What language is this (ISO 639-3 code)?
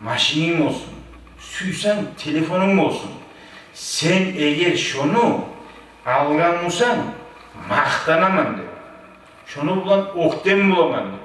kum